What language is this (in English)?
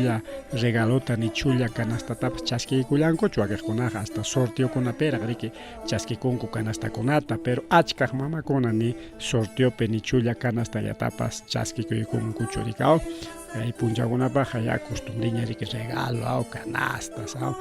Ayacucho Quechua